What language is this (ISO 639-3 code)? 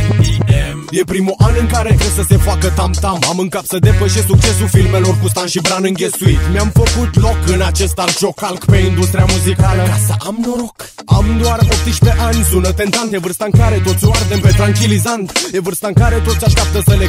ron